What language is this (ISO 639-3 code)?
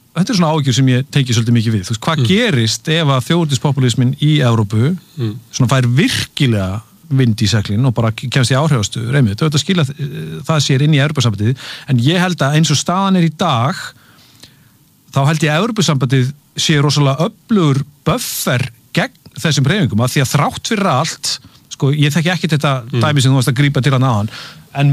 isl